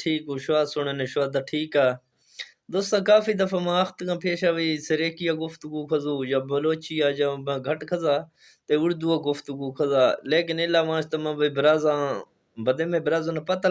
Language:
Saraiki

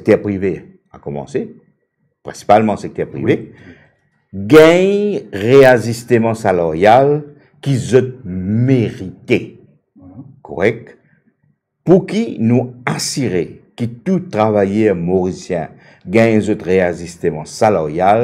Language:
Morisyen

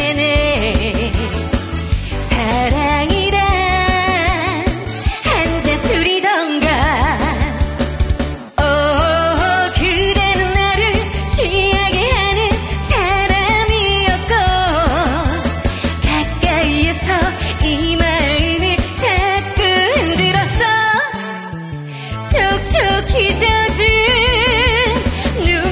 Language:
Korean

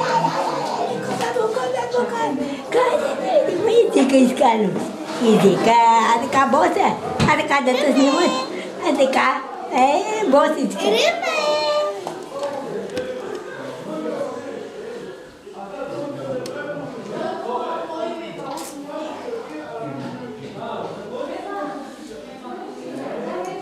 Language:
Bulgarian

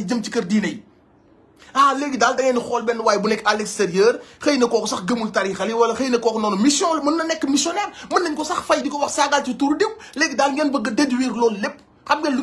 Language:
Wolof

